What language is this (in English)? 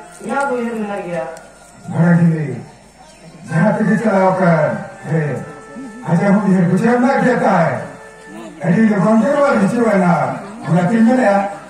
Santali